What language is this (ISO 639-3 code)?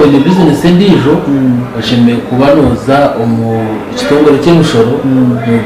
nyn